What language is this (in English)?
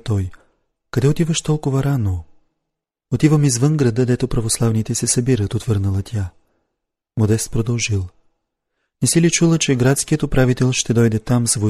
Bulgarian